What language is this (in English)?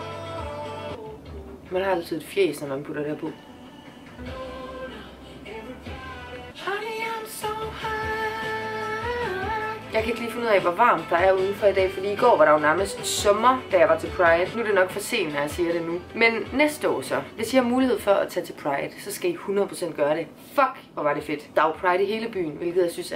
Danish